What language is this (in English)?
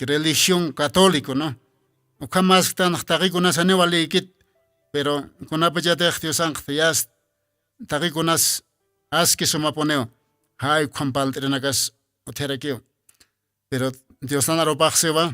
Aymara